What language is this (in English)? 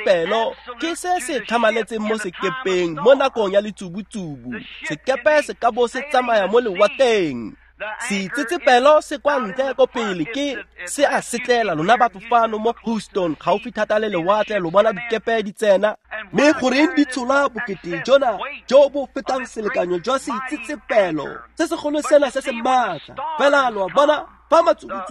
Tswana